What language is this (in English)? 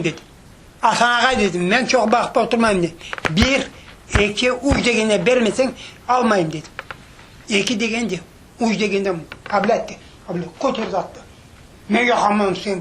Crimean Tatar